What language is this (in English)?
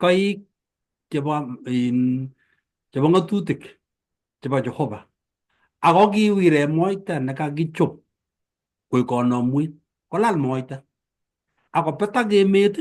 Kalenjin